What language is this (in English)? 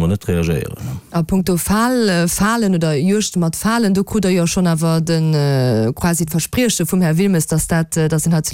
Luxembourgish